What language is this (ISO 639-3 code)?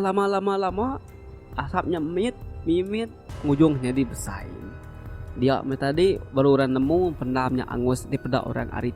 iba